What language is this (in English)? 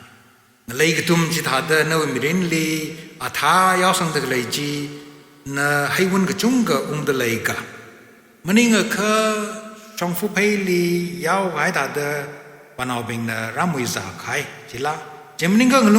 Tangkhul Naga (India)